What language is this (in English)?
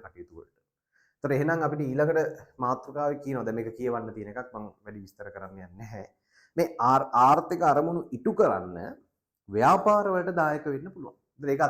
Sinhala